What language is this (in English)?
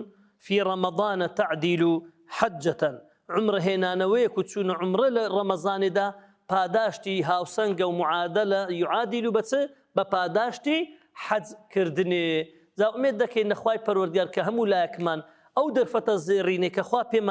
Central Kurdish